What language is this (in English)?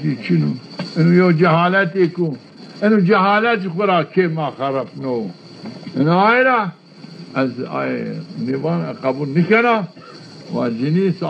Zaza